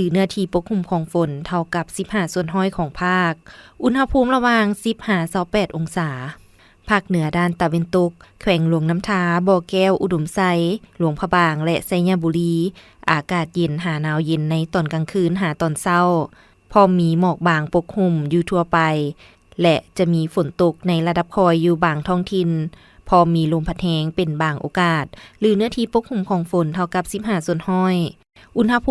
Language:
Lao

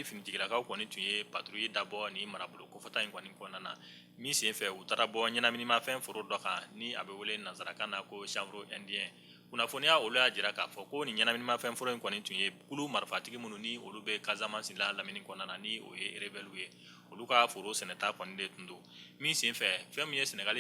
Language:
Bambara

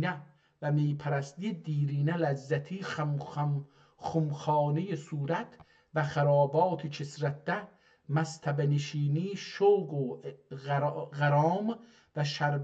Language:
South Azerbaijani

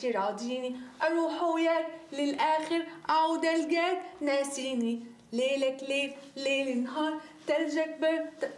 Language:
North Levantine Arabic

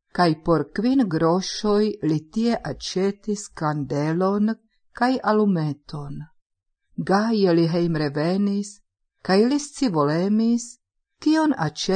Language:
Esperanto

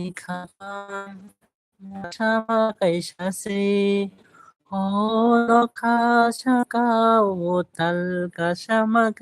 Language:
Kok Borok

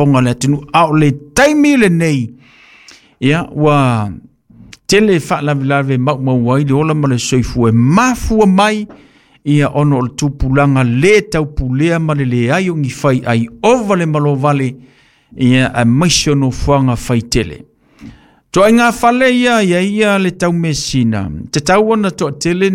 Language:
Samoan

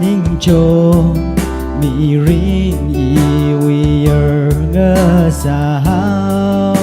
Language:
Tangkhul Naga (India)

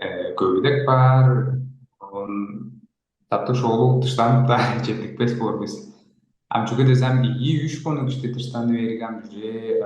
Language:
Tuvinian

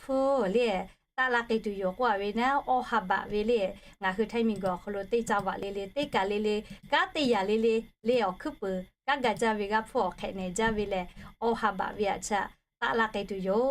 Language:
Lahu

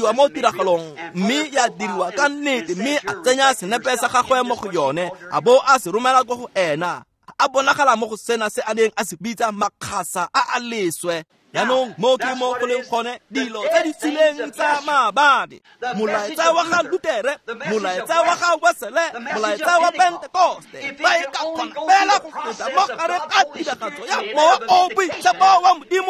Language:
Tswana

